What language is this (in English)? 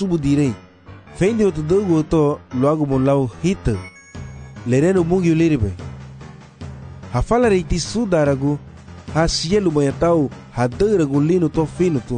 Garifuna